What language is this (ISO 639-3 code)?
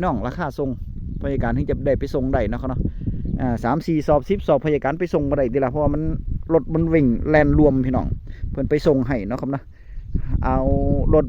tts